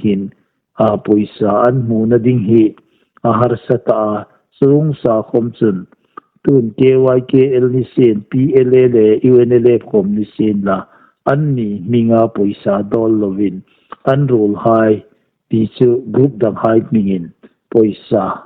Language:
Hmar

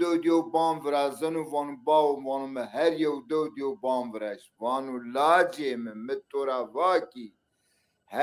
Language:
Zaza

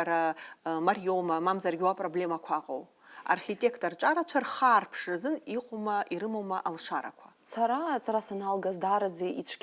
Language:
Abkhazian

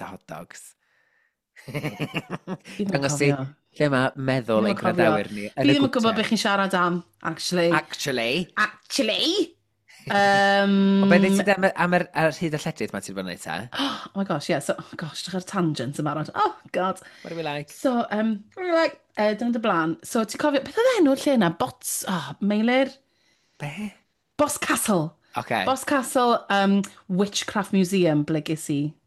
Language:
Welsh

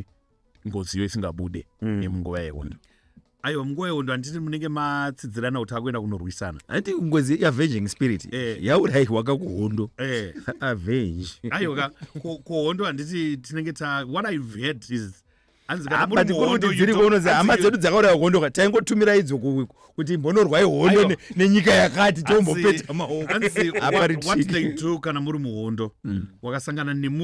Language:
Shona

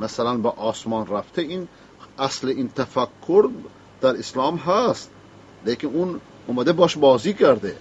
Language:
Persian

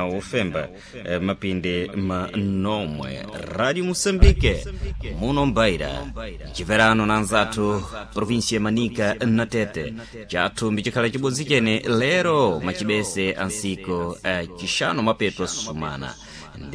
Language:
Sena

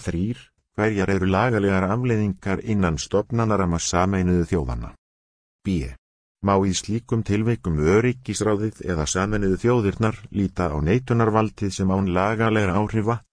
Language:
Icelandic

